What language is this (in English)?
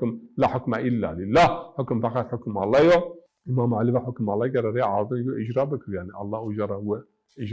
Zaza